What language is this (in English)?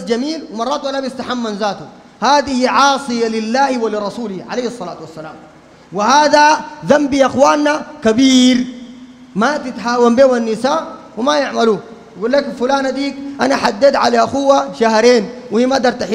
Sudanese Arabic